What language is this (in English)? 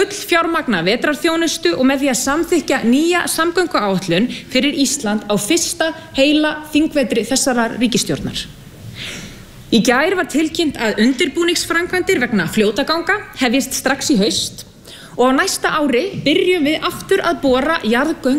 Icelandic